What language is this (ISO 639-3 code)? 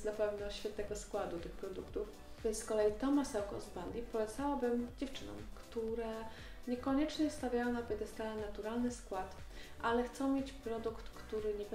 pol